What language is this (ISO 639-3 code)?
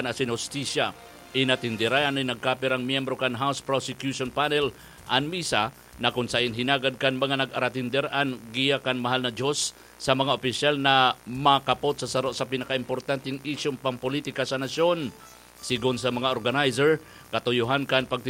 bik